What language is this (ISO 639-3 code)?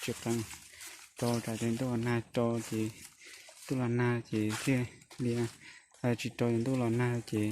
hmn